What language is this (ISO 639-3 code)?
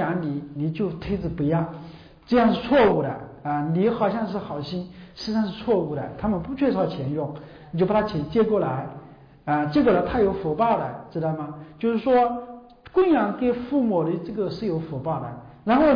zho